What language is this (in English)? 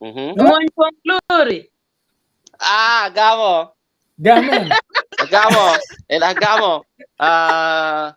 Acoli